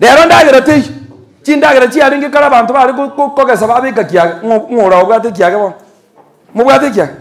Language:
Gusii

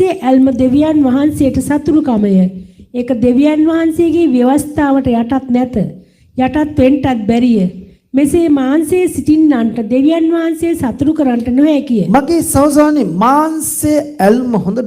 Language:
Sinhala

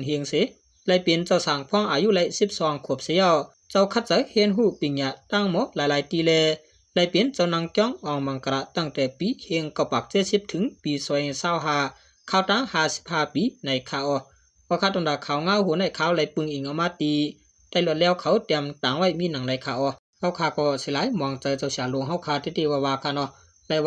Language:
Shan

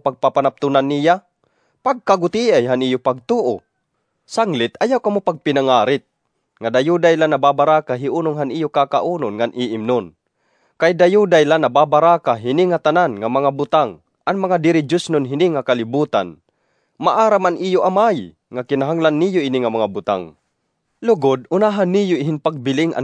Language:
Waray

